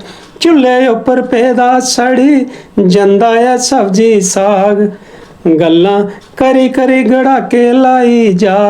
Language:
Dogri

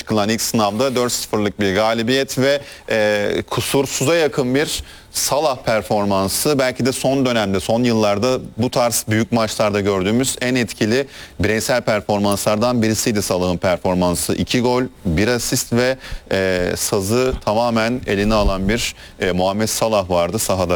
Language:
Turkish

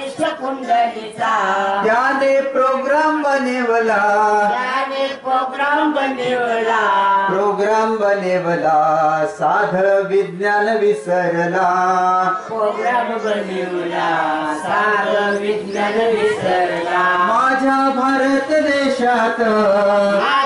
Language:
Marathi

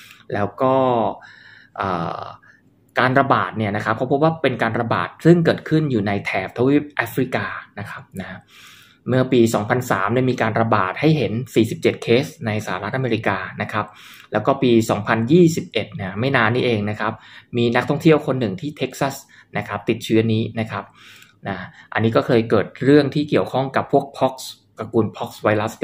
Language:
Thai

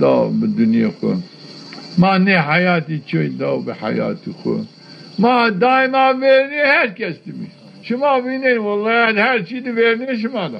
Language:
Zaza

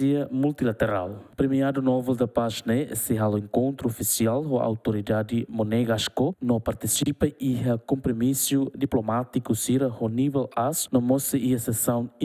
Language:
Tetum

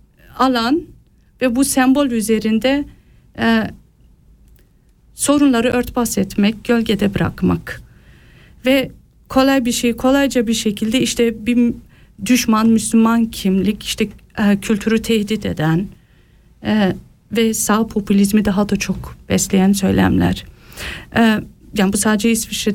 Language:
Turkish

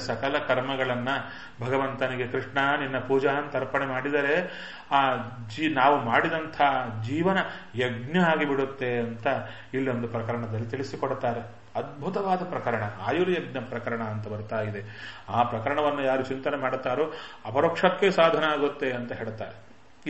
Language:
Kannada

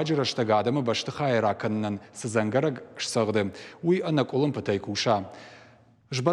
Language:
Ossetic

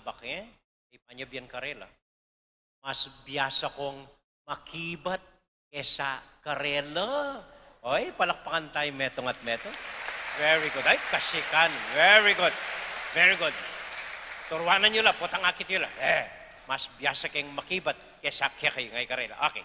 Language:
Pampanga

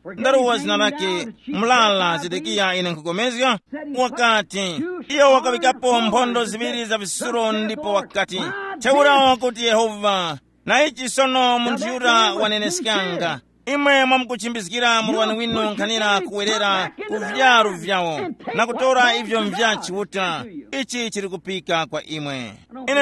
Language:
Tumbuka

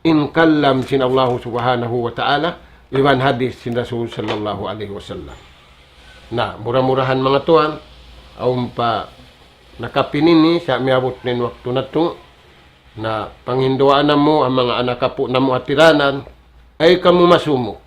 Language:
Tausug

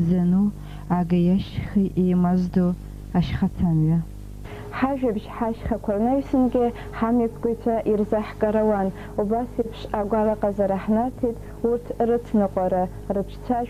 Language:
Abkhazian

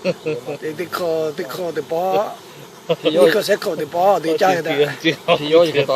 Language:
Lahu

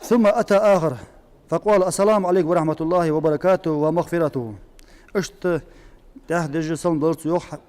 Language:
Ingush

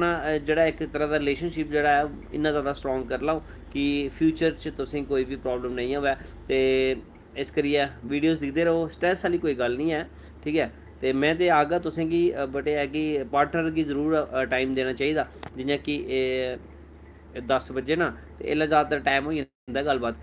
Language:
Dogri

